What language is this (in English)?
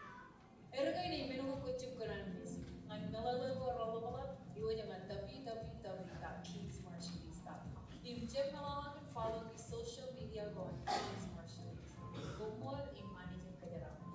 Marshallese